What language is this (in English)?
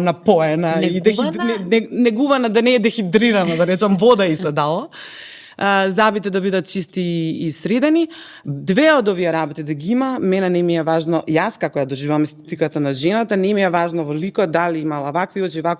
Macedonian